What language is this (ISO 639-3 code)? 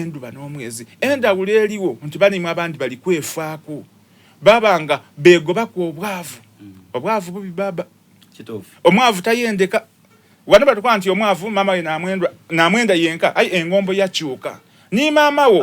xog